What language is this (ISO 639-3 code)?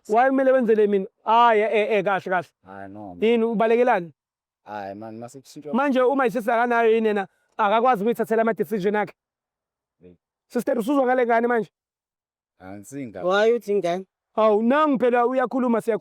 zul